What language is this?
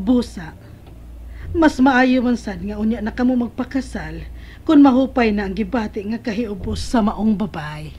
Cebuano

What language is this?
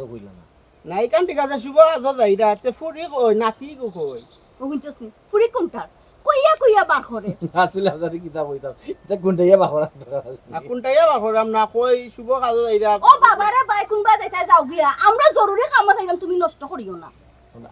Sylheti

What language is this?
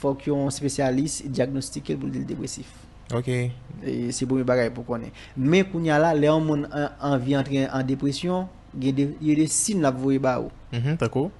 Haitian Creole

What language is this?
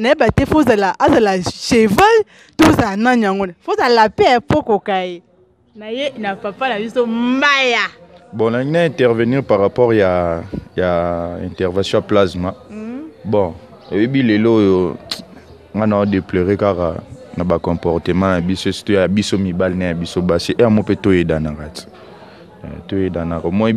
Lingala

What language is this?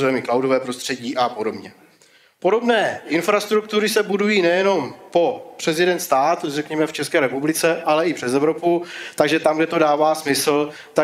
Czech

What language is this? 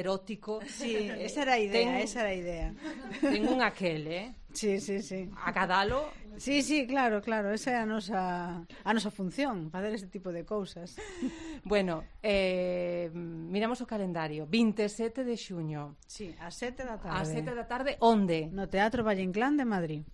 Galician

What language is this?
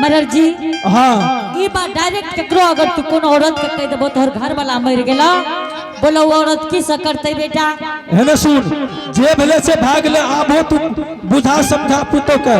Angika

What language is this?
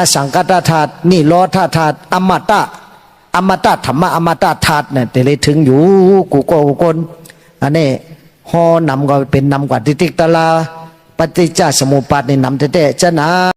Shan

